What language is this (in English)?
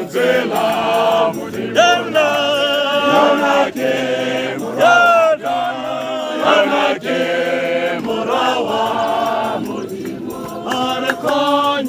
Tswana